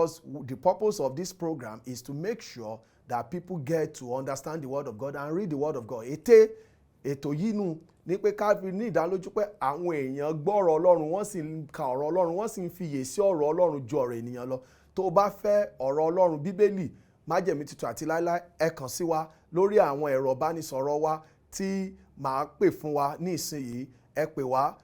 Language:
Yoruba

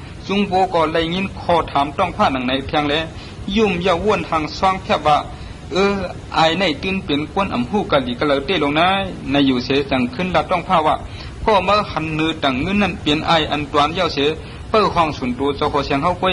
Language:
Shan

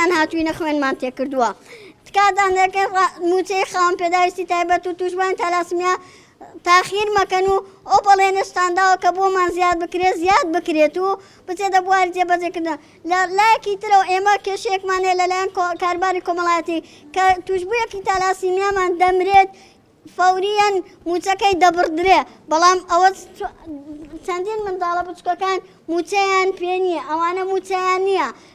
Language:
Central Kurdish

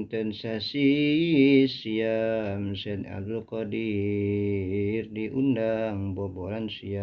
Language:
Sundanese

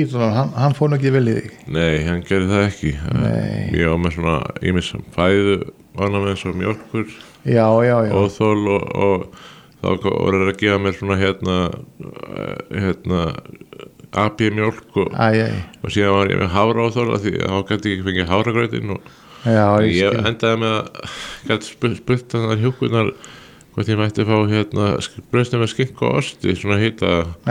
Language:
Icelandic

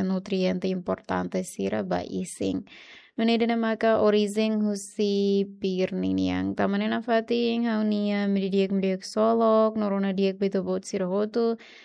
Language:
Tetum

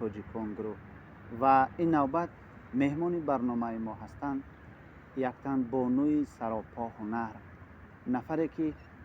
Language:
Tajik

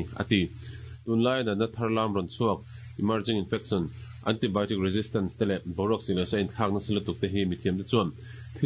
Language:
Mizo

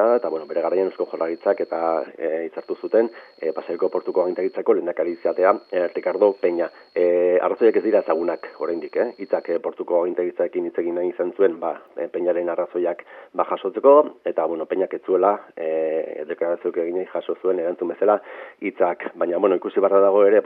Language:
Basque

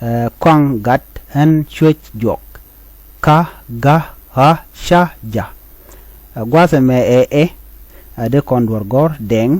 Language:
Nuer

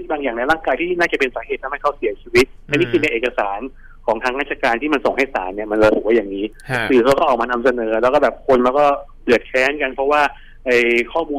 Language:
Thai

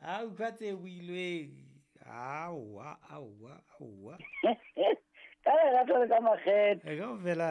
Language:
Southern Sotho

